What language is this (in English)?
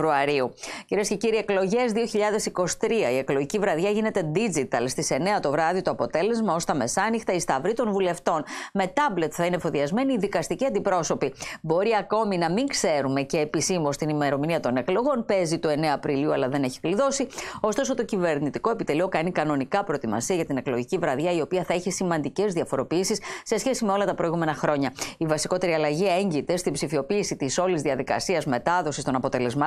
Greek